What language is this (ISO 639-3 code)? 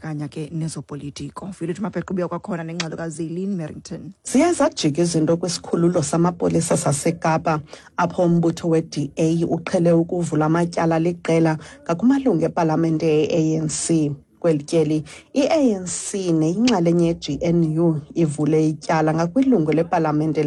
xho